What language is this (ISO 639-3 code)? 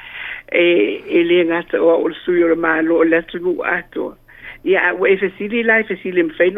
smo